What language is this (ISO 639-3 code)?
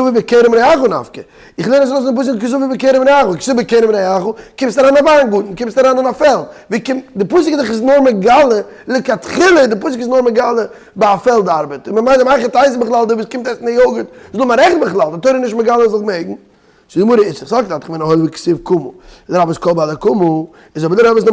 yid